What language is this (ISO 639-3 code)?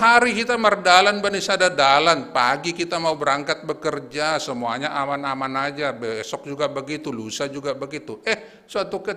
bts